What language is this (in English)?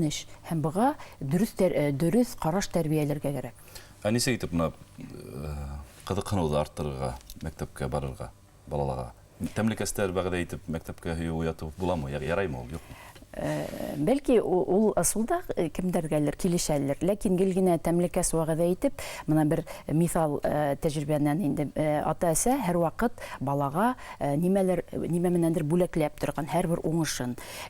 Bashkir